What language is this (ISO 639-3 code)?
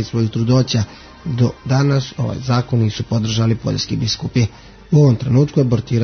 hrv